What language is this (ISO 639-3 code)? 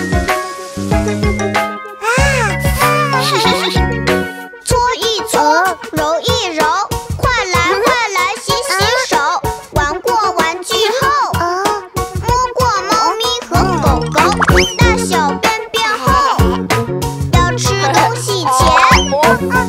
zho